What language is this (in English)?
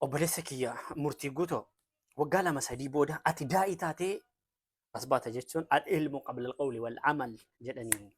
Oromo